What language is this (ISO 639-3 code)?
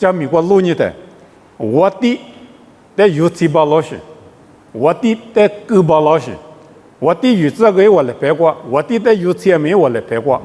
lis